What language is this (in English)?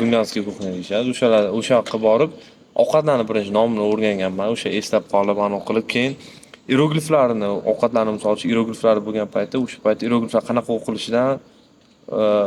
Uzbek